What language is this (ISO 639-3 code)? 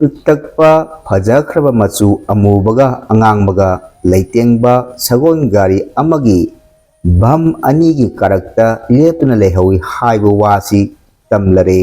mni